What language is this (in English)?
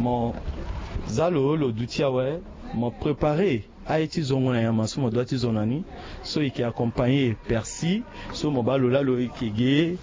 Sango